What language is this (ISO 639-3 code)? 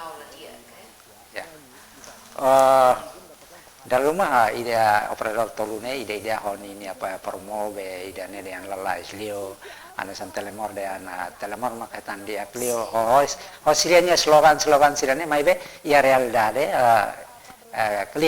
tet